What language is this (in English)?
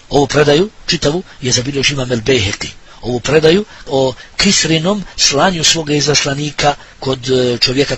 Bosnian